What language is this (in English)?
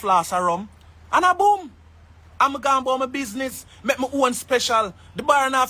Jamaican Creole English